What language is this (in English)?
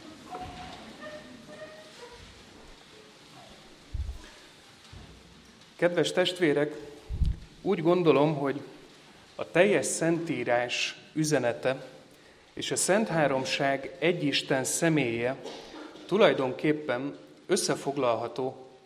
Hungarian